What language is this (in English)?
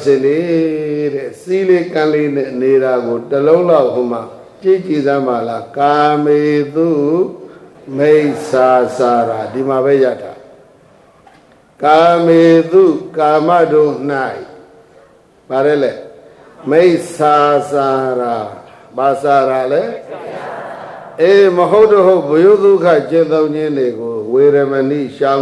Burmese